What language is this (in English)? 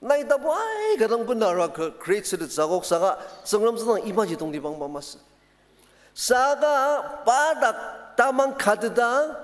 Ao Naga